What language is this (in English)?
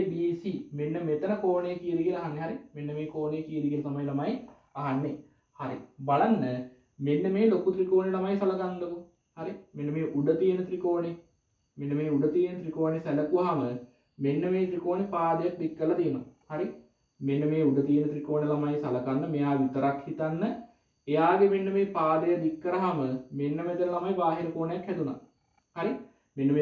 Sinhala